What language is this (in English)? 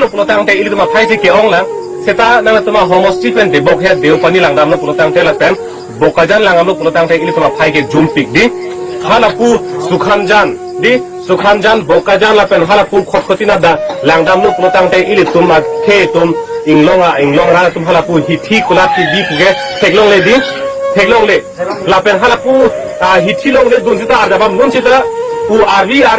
Karbi